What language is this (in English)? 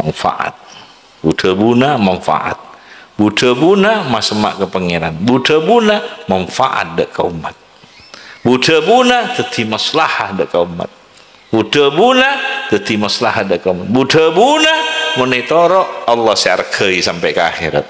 Madurese